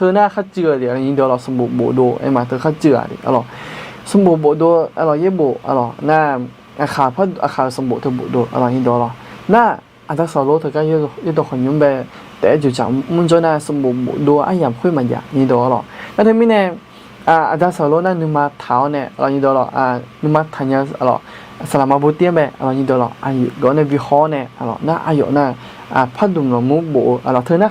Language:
Akha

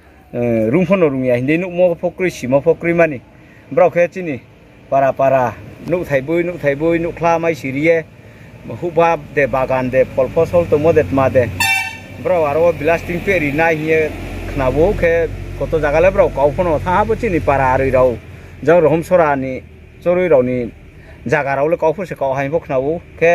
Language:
Riang (India)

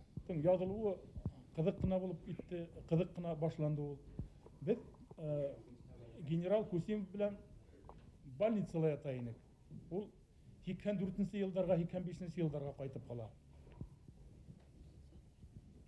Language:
Bashkir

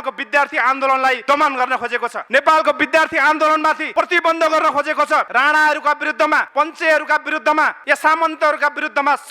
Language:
Nepali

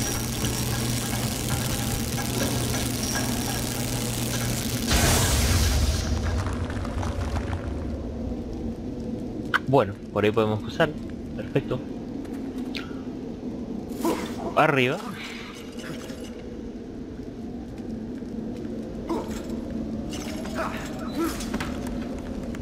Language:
Spanish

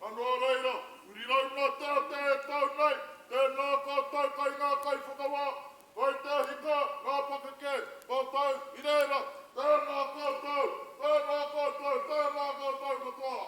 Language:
Māori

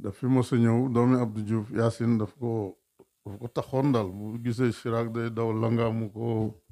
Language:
Wolof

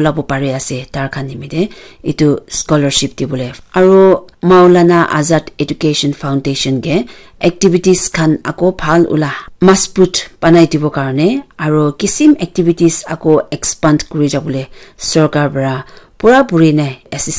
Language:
Naga Pidgin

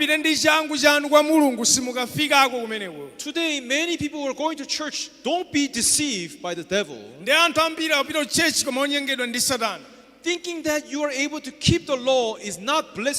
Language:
Nyanja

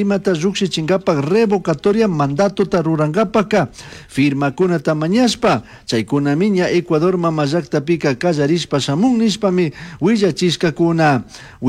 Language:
Chimborazo Highland Quichua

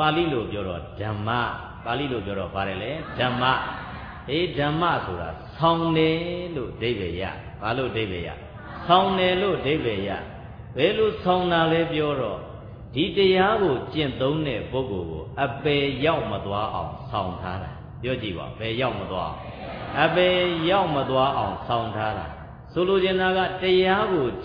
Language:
Burmese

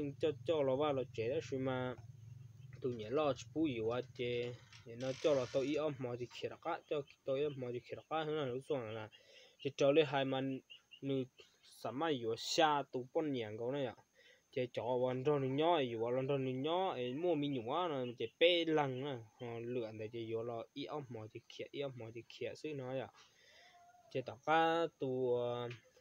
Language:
Hmong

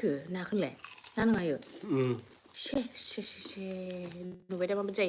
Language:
Bodo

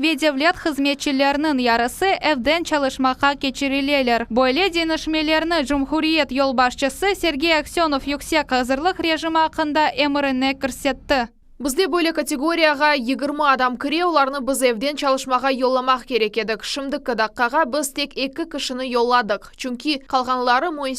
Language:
Crimean Tatar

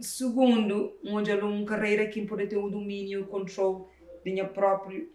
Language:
Kabuverdianu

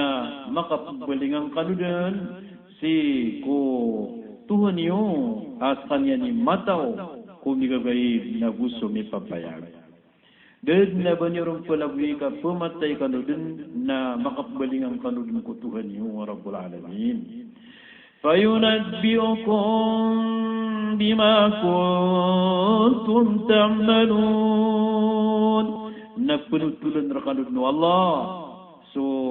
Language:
Maranao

